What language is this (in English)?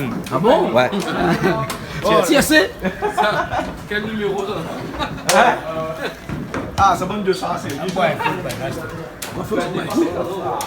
Réunion Creole French